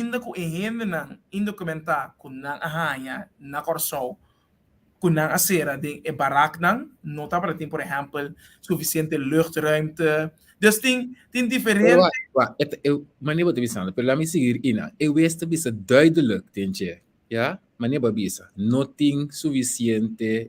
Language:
Papiamento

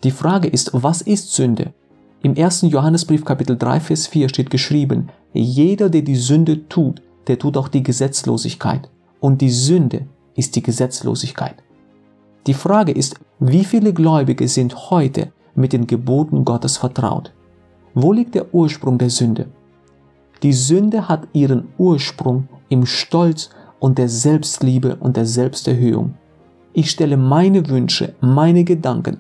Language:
German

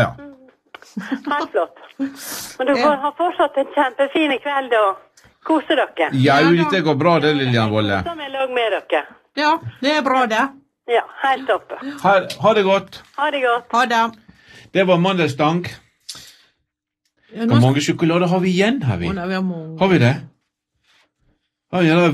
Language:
Norwegian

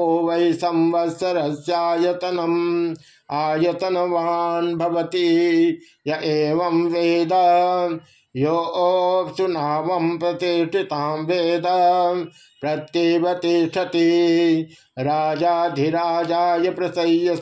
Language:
Sanskrit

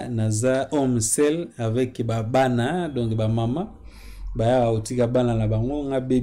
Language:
Lingala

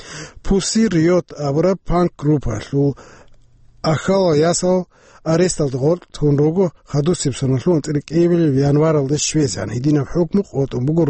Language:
Avaric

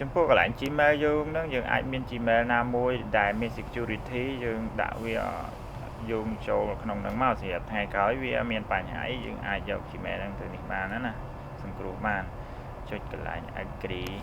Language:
Khmer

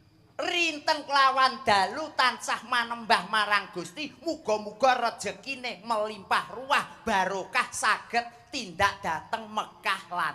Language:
Javanese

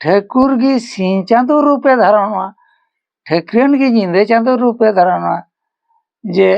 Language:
Santali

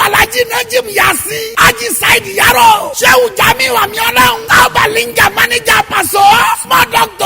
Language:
Yoruba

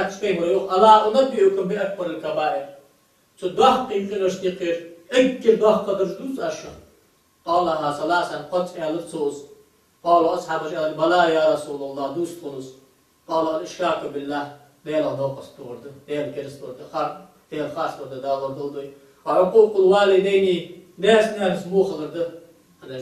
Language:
Ingush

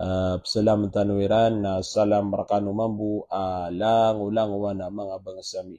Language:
Maranao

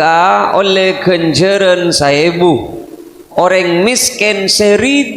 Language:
Madurese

